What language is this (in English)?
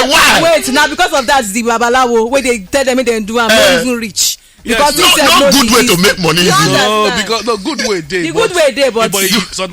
Nigerian Pidgin